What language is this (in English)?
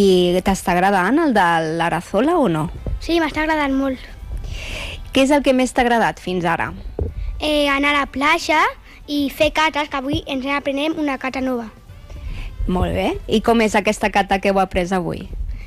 Catalan